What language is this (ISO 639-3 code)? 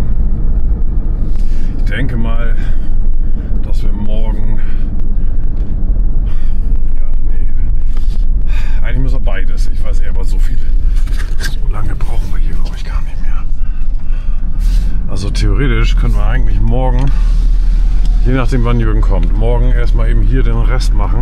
deu